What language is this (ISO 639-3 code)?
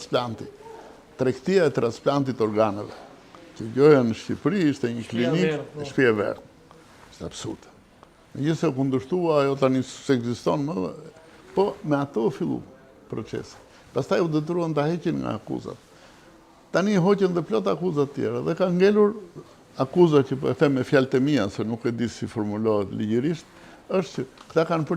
sqi